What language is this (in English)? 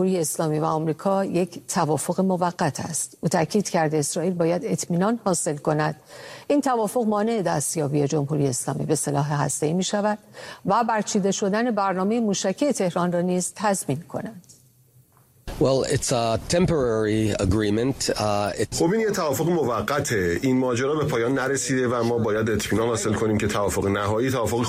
Persian